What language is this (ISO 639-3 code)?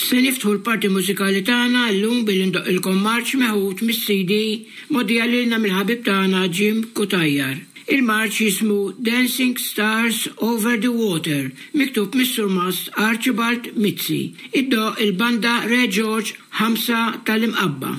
mlt